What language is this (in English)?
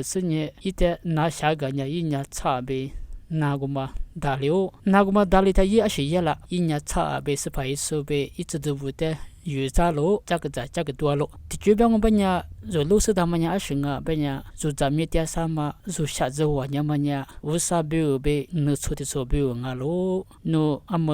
Lisu